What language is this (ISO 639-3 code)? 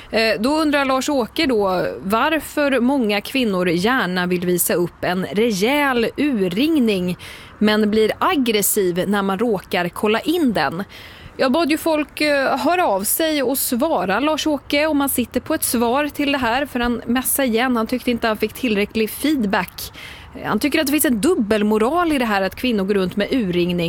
swe